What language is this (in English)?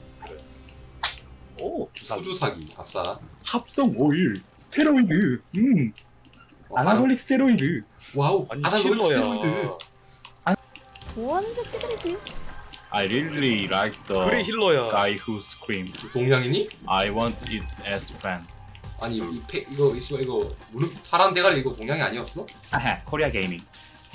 Korean